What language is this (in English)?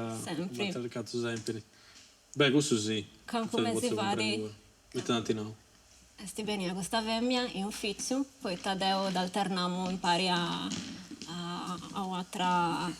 Sardinian